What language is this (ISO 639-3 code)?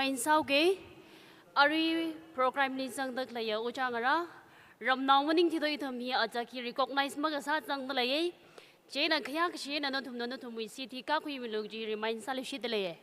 nmf